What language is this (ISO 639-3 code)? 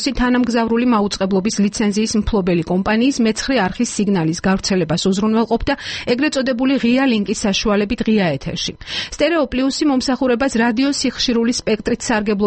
kat